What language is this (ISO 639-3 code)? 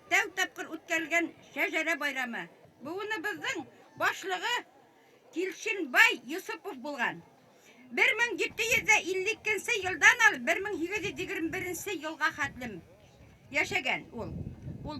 bak